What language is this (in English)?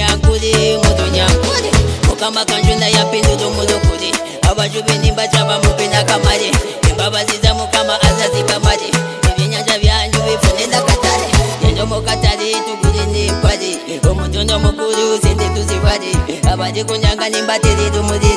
Kinyarwanda